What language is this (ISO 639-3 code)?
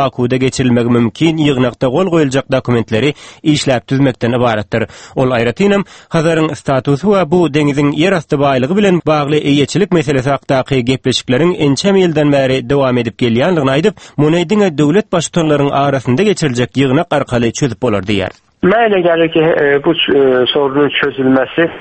tuk